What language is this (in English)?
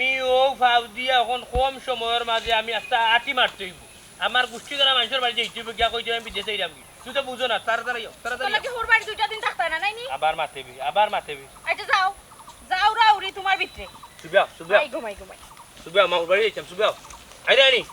Sylheti